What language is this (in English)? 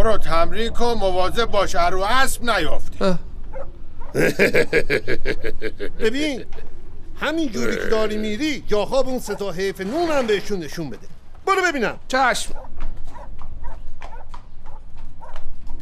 Persian